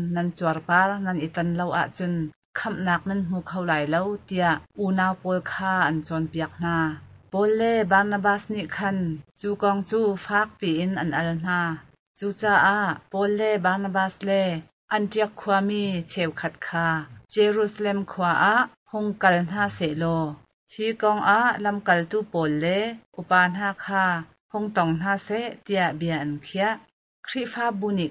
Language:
Hakha Chin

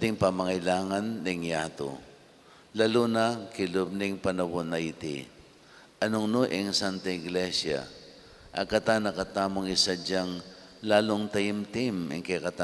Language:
Pampanga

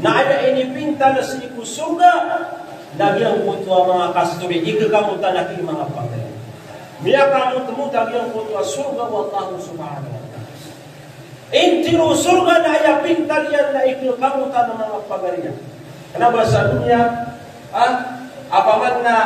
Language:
Maranao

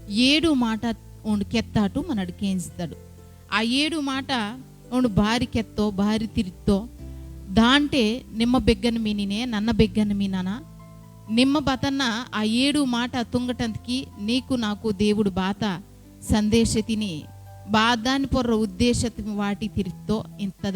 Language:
Koya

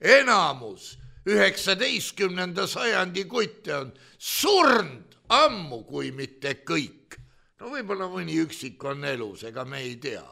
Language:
Estonian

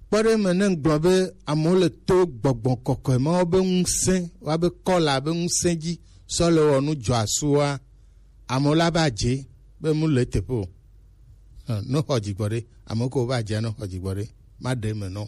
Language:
Gen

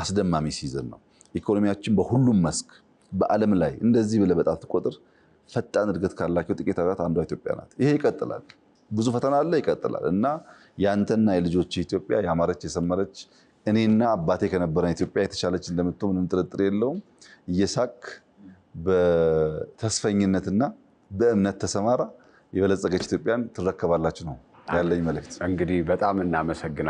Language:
Amharic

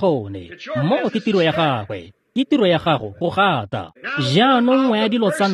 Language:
Tswana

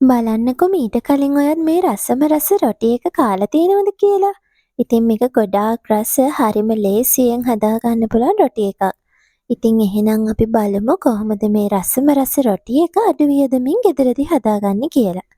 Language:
Sinhala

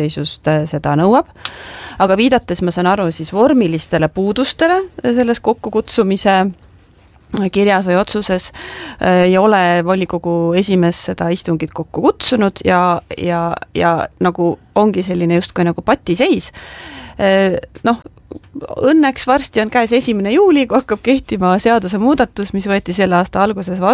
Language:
Estonian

